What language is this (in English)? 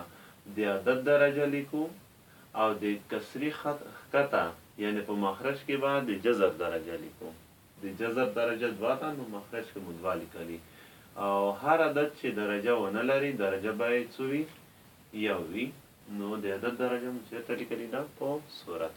Pashto